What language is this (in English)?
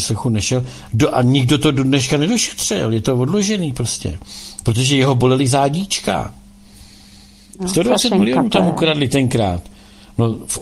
Czech